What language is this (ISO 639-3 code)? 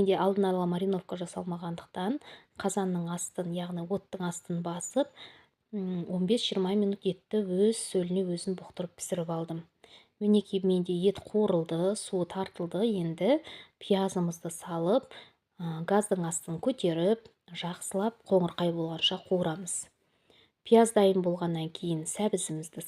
kaz